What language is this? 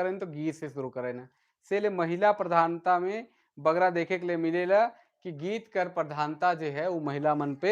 Sadri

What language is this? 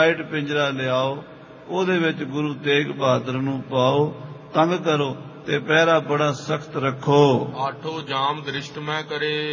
Punjabi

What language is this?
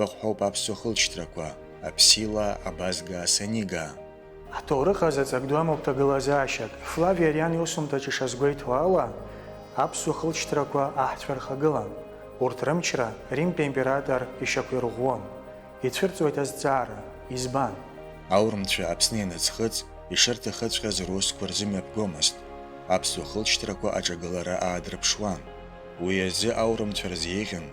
Abkhazian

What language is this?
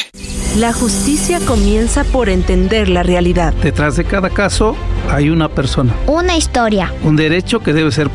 Spanish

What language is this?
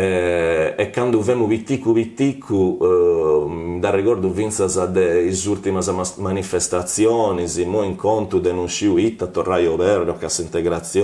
Sardinian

